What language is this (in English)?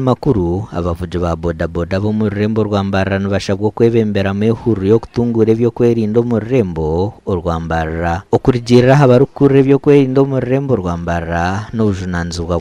Nyankole